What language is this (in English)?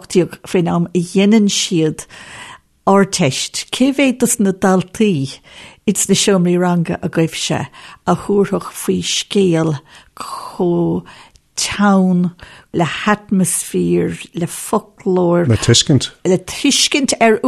Irish